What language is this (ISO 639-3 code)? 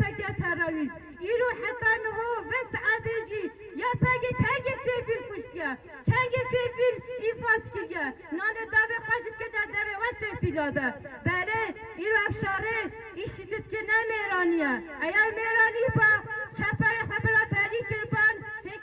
kur